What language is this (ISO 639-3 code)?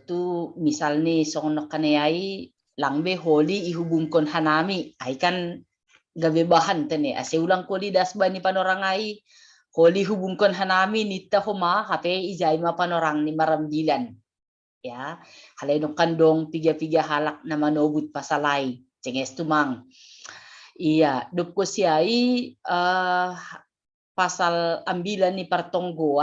bts